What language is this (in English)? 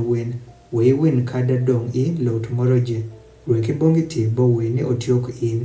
Adhola